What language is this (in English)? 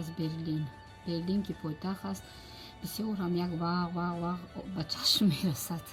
Tajik